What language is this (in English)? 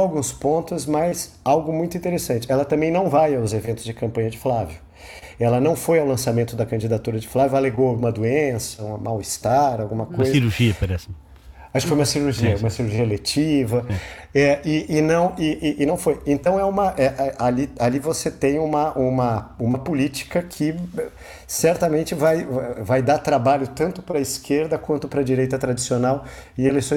Portuguese